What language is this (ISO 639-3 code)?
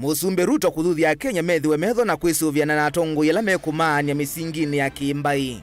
kam